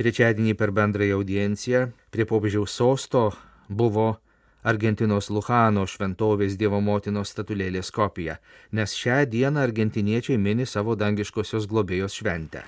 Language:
Lithuanian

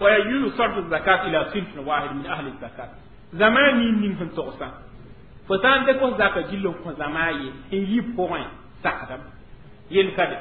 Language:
Mossi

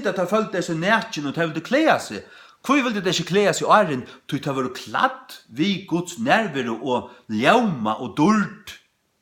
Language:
Faroese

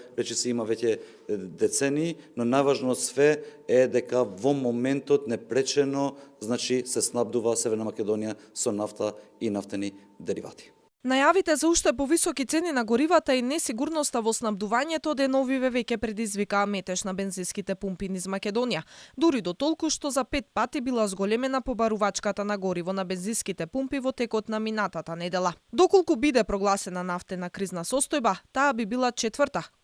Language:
Macedonian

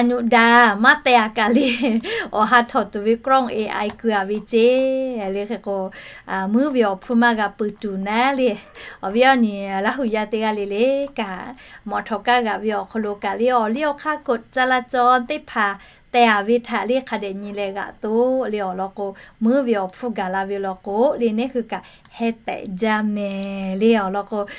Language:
Lahu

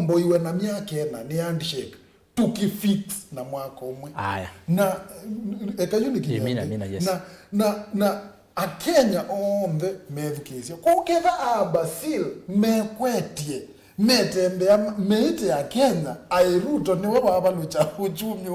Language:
Kamba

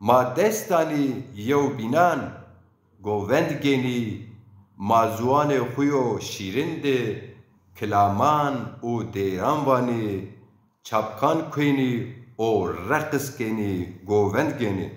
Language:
Zaza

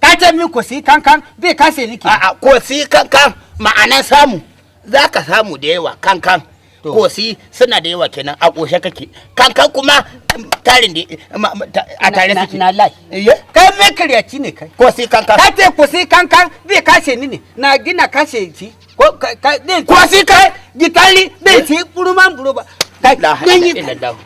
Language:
Hausa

